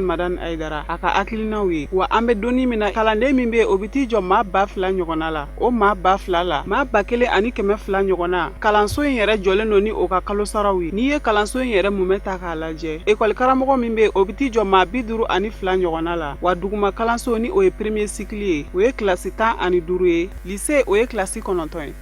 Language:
Bambara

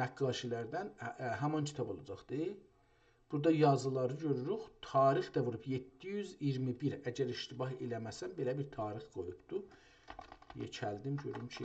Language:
South Azerbaijani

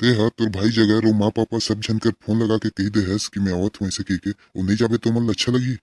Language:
Chhattisgarhi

